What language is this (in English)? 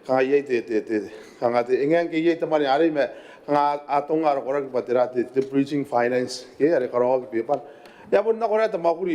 Gilbertese